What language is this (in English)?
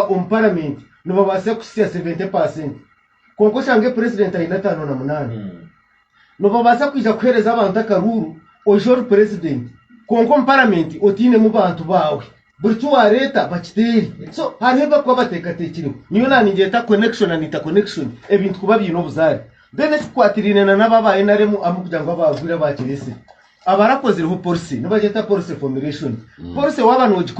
Nyankole